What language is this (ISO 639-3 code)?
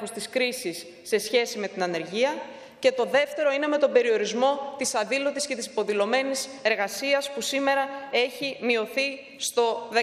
ell